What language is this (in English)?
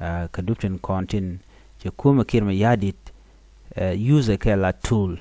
Nuer